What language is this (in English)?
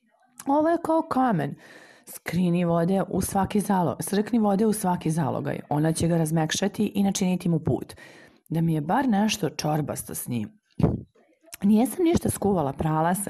Serbian